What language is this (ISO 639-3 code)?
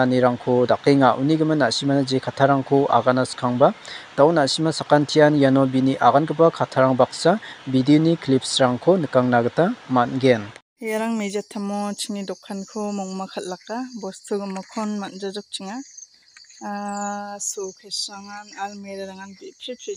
grt